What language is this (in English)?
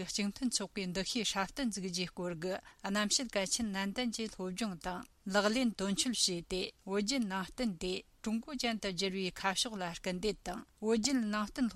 Tibetan